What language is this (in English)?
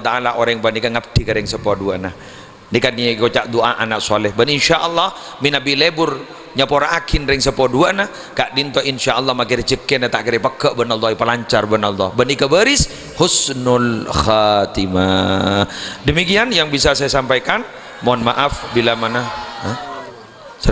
Madurese